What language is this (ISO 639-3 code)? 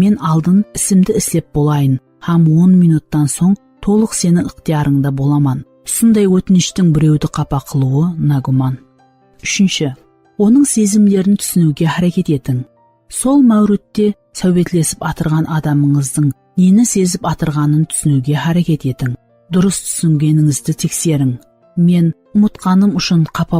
kaa